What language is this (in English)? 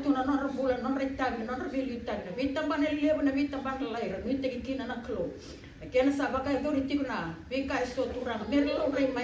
Fijian